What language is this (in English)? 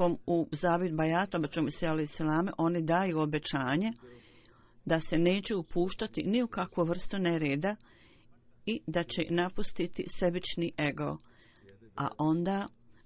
Bosnian